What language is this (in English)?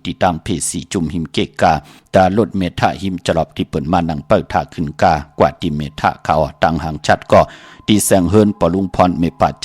Shan